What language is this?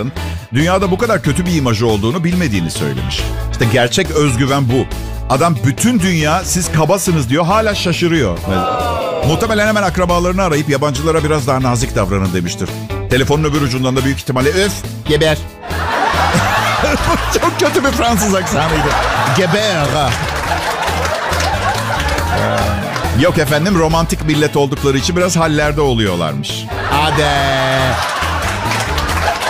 Turkish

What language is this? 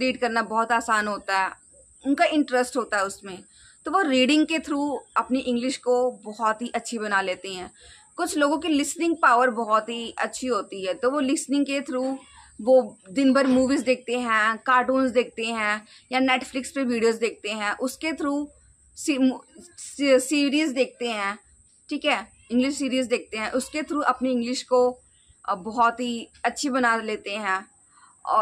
Hindi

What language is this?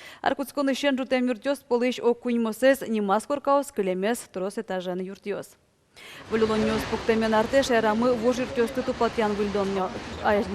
Udmurt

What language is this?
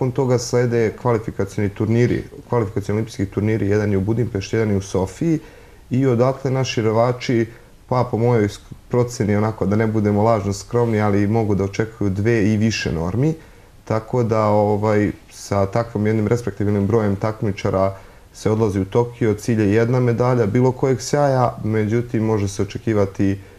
Serbian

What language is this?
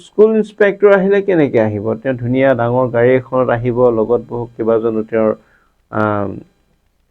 Assamese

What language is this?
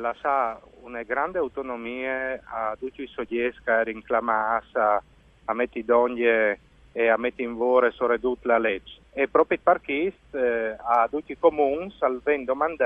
Friulian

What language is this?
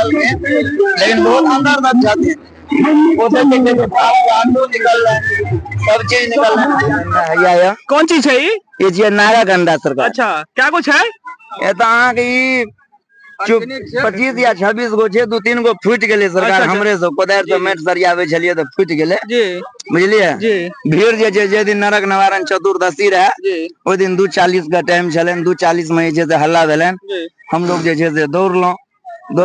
Maithili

